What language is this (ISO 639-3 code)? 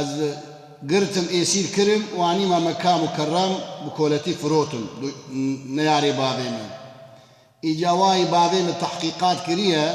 kur